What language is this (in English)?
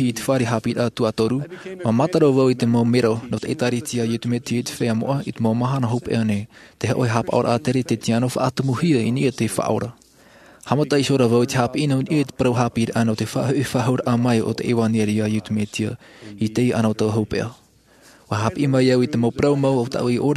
Tahitian